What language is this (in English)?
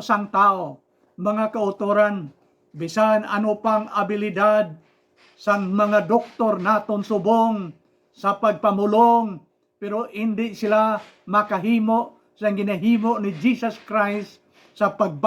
Hiligaynon